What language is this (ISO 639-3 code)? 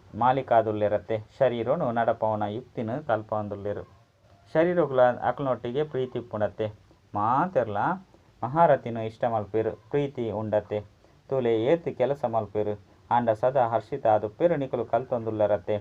tcy